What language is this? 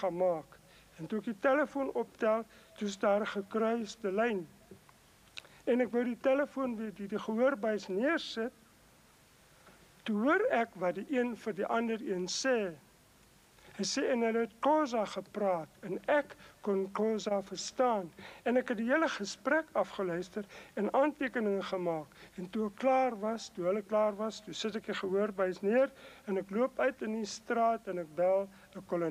Afrikaans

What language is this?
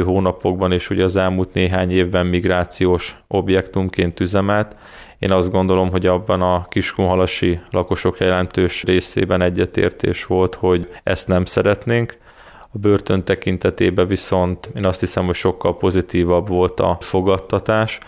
Hungarian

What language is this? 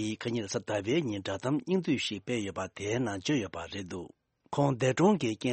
Tibetan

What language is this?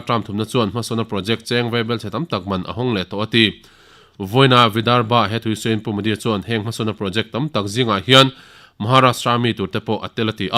Mizo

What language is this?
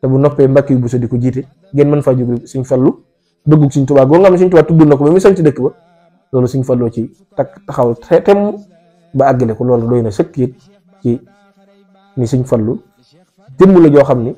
Wolof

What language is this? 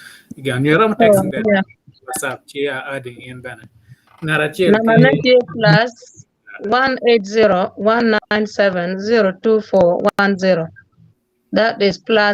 Acoli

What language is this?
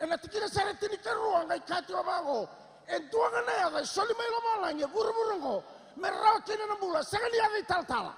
Fijian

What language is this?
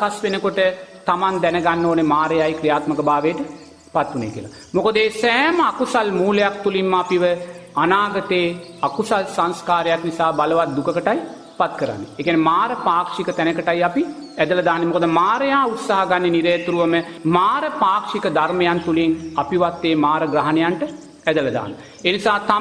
Sinhala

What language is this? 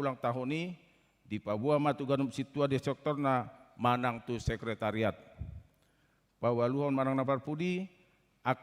Batak Toba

